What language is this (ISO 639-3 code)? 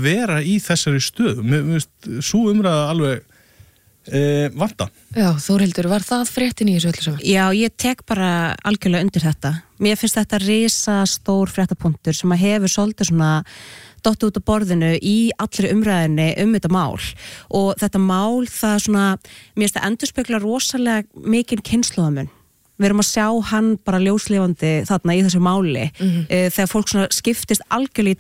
isl